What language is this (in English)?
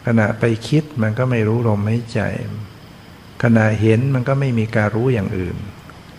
Thai